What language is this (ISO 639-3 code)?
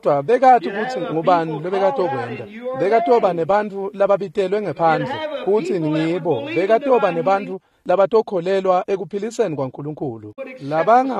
ssw